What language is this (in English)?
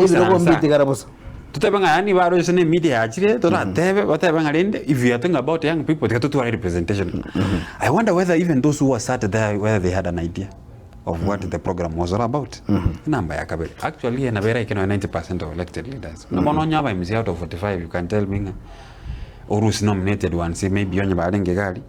Gusii